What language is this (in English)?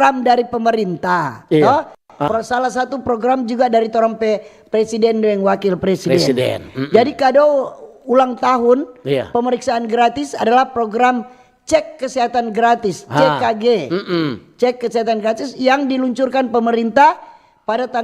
Manado Malay